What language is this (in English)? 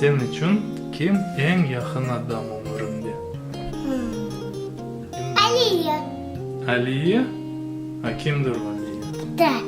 Crimean Tatar